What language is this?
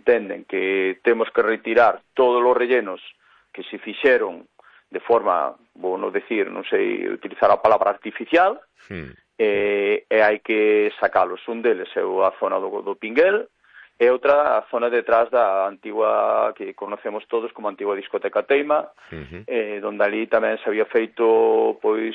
Galician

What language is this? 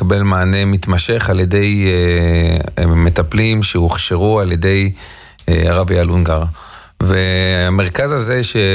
Hebrew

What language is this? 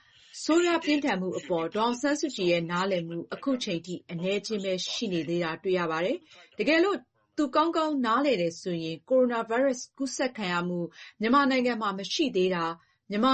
Burmese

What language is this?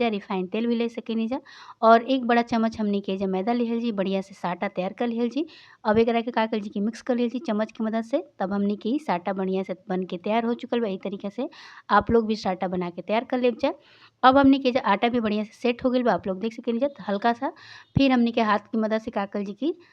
Bhojpuri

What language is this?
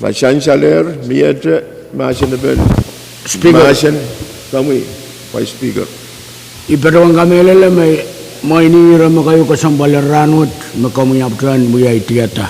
Pohnpeian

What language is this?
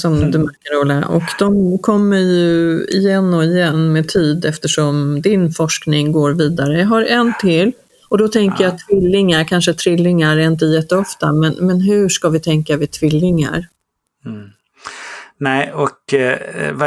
Swedish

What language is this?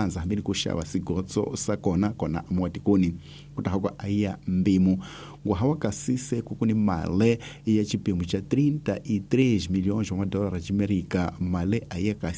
Tsonga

